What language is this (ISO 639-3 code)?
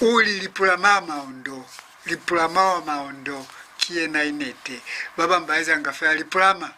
loz